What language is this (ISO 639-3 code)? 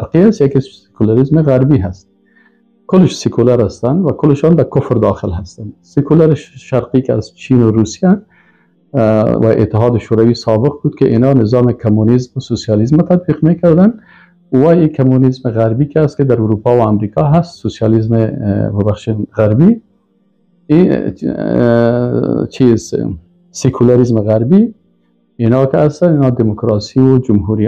tgk